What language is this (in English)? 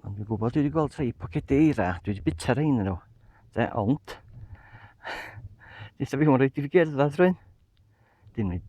Welsh